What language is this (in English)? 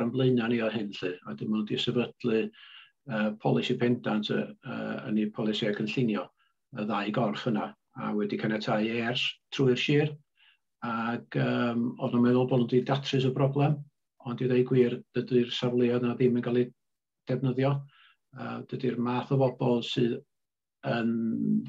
Welsh